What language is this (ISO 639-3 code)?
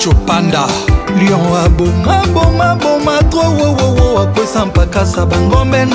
lin